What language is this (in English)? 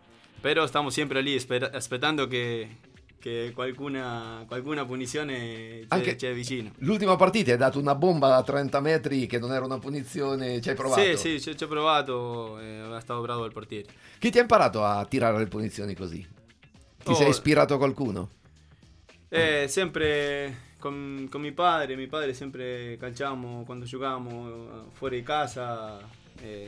Italian